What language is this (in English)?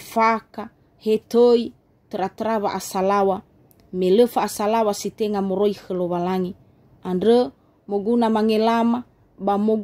Nias